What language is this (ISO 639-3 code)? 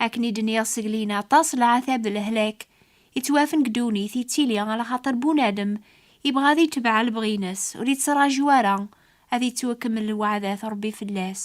kab